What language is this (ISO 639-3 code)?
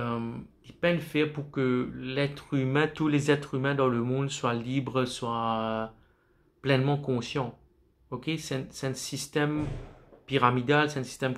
mfe